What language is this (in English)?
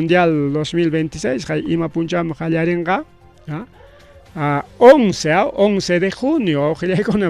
Ayacucho Quechua